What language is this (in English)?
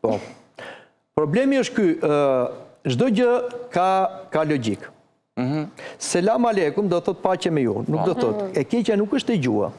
Albanian